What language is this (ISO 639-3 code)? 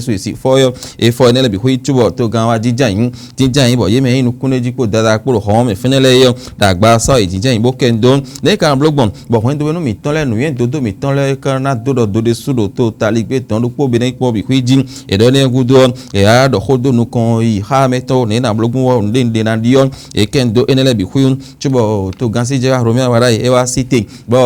fon